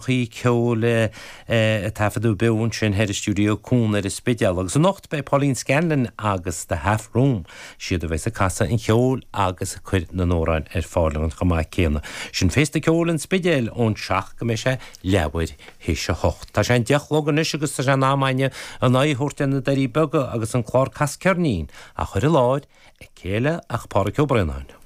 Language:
Irish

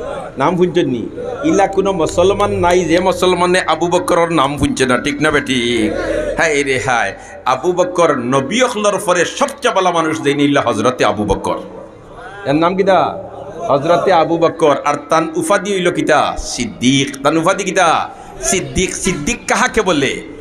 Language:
Sylheti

